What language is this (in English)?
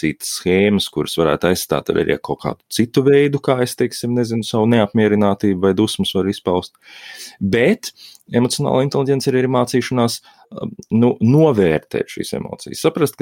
Latvian